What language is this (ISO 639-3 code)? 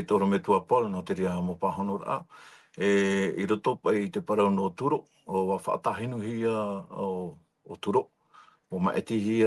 tah